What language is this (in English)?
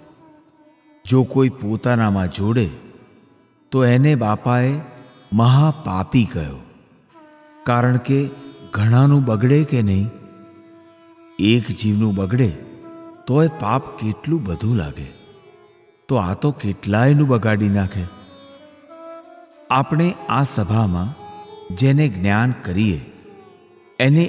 Gujarati